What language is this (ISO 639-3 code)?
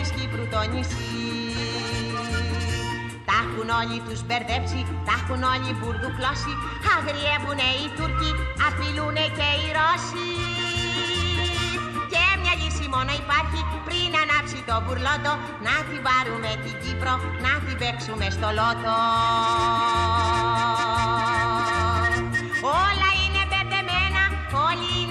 ell